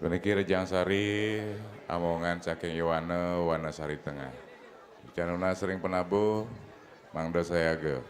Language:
Balinese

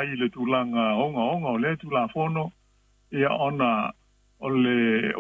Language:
Samoan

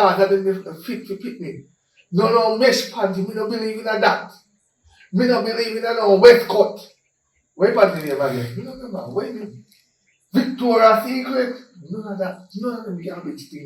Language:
Jamaican Creole English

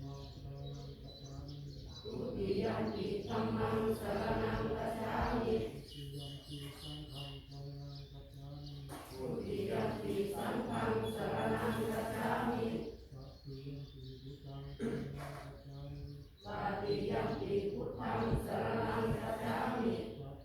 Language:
Pali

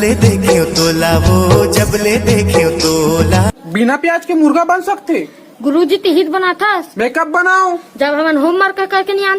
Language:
Chhattisgarhi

